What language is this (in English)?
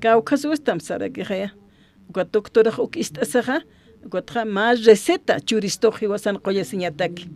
Aymara